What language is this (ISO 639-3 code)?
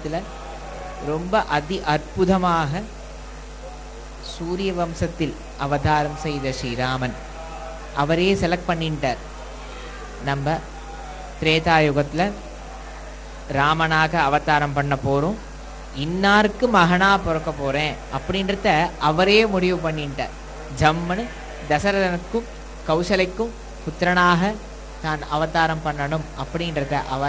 tam